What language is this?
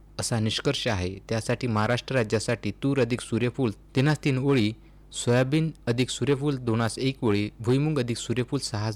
Marathi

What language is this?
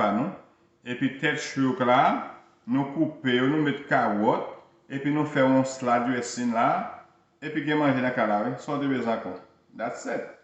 Haitian Creole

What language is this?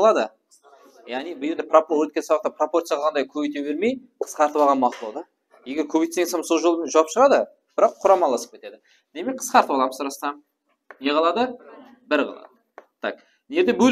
Kara-Kalpak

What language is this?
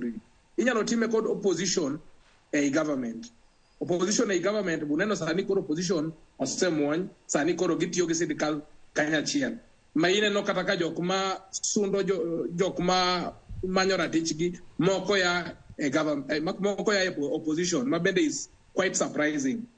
Luo (Kenya and Tanzania)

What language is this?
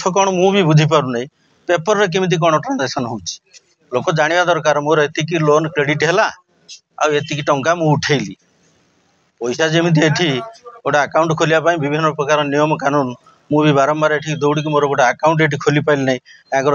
Odia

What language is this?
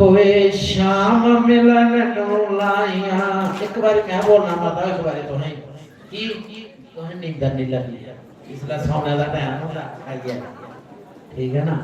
Dogri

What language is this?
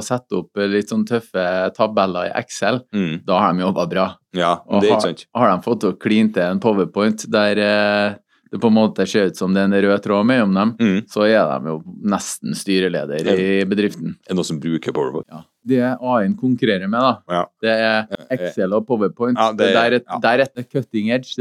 Norwegian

